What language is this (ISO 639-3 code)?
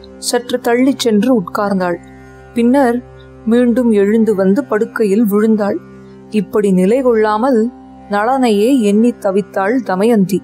tam